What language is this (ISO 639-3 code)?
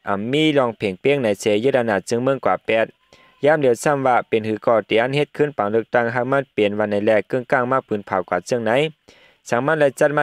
shn